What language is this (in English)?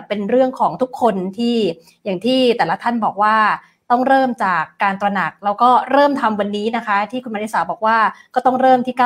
Thai